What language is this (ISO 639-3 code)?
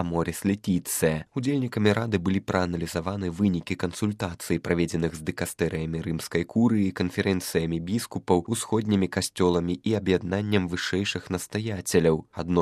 bel